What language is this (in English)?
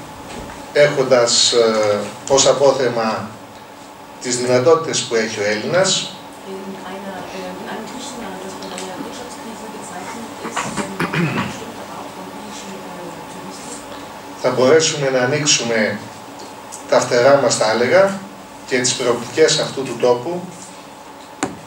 Greek